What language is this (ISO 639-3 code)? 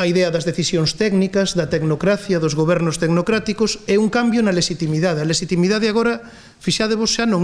glg